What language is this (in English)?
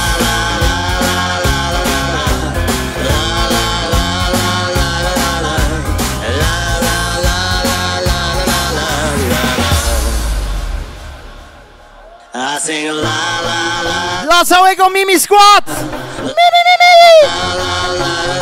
Polish